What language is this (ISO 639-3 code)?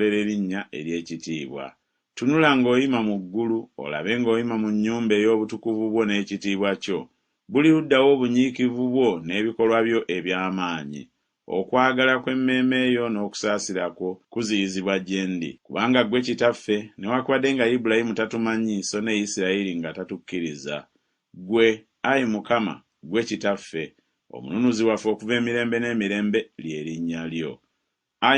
lug